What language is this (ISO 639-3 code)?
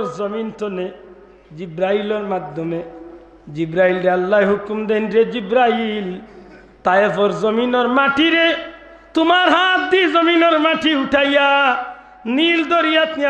syl